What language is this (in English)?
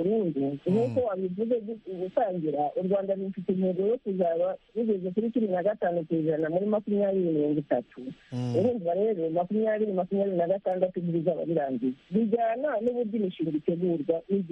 Kinyarwanda